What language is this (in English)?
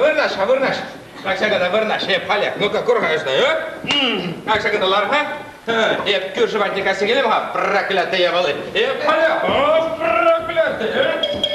Chuvash